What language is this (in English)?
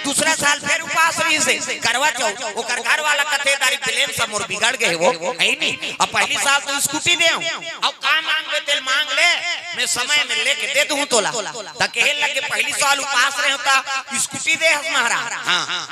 Chhattisgarhi